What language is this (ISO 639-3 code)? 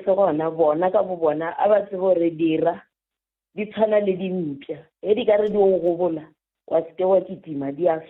nso